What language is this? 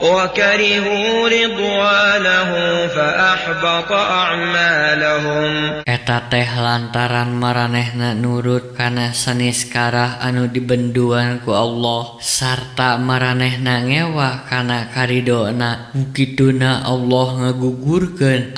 Sundanese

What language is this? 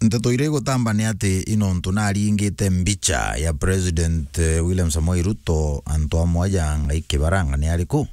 Meru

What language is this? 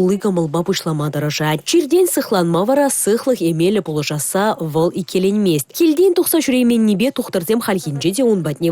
Chuvash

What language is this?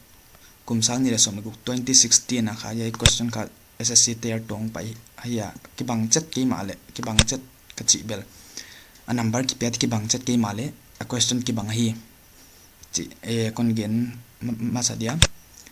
Paite Chin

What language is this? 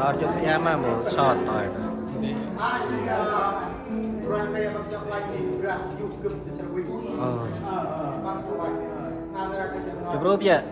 Central Mnong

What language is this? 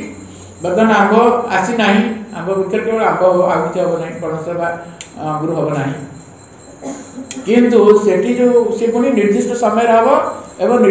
Odia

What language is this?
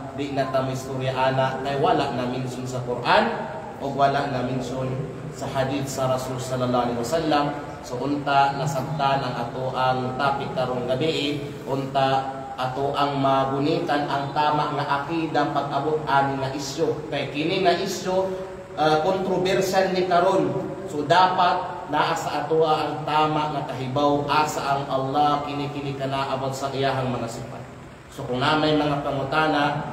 Kalagan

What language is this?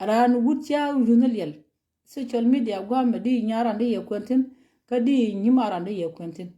Nuer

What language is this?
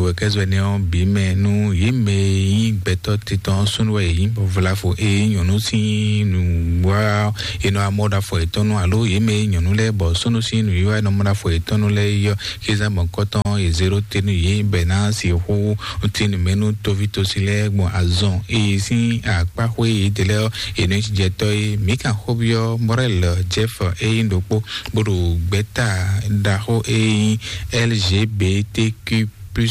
Fon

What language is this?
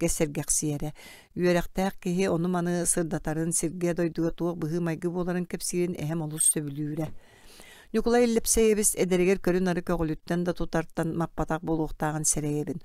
Yakut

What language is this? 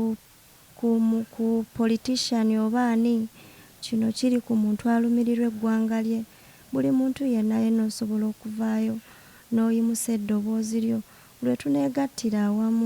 Ganda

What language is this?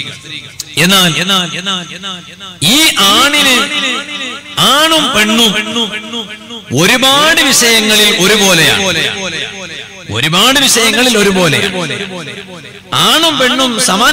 Malayalam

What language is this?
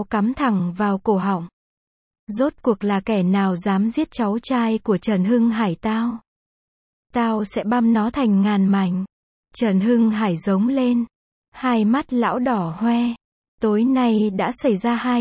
Vietnamese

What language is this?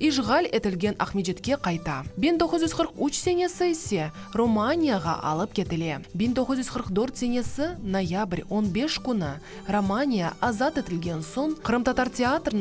Crimean Tatar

